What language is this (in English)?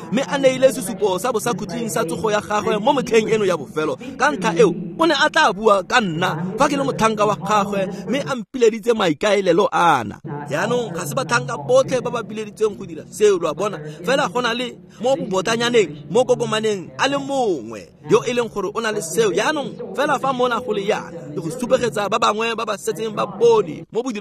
Tswana